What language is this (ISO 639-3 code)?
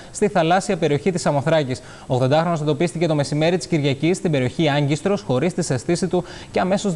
ell